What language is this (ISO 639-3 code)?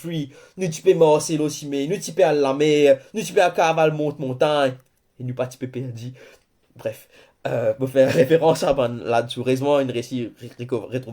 mfe